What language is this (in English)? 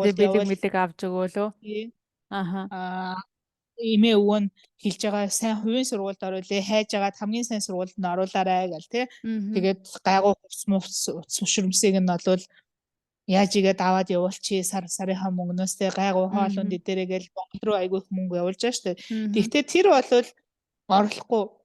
Mongolian